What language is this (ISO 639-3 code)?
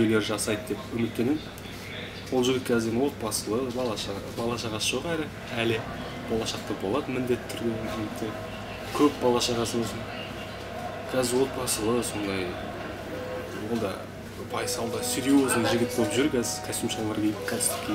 kaz